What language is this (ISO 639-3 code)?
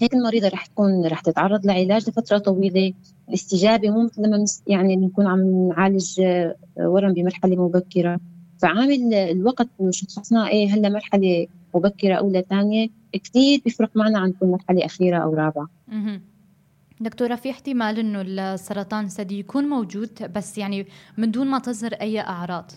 apc